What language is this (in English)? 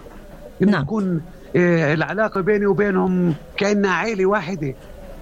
North Levantine Arabic